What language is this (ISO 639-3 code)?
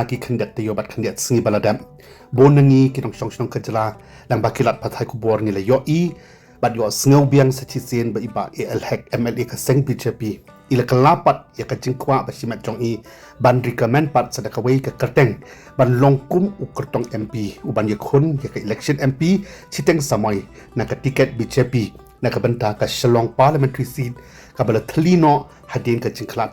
kha